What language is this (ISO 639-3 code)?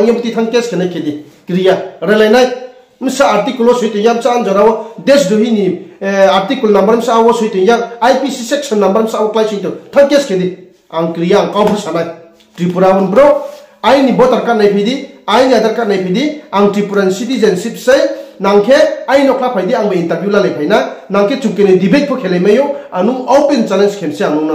ria